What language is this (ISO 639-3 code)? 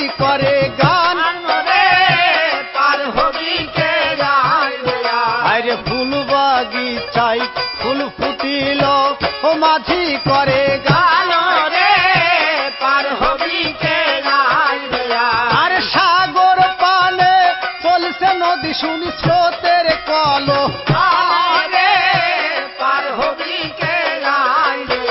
ben